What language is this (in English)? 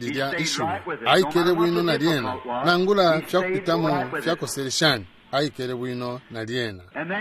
Bemba